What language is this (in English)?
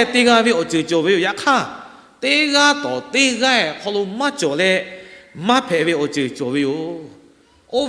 Lahu